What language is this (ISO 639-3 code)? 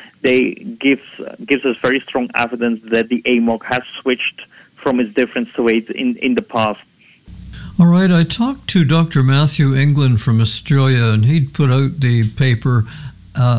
eng